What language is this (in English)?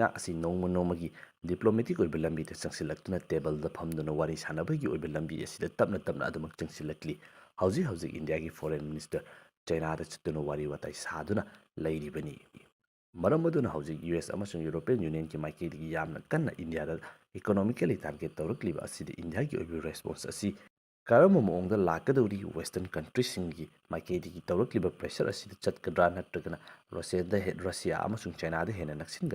Manipuri